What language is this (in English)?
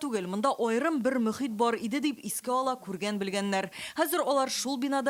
Tatar